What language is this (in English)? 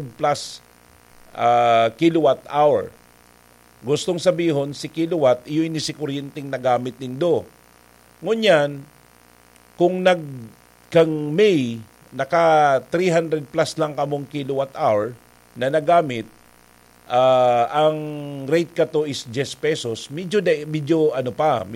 Bikol